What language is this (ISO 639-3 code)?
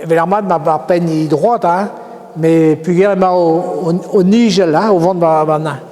bre